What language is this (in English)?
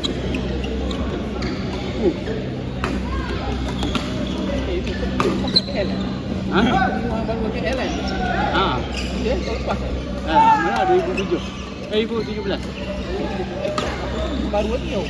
Malay